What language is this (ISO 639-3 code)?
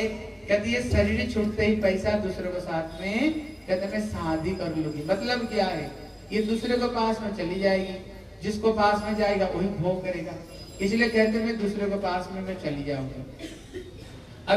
hin